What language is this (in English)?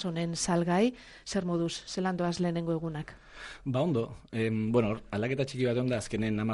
Basque